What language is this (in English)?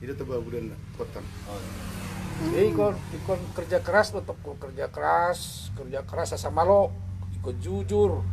Batak Toba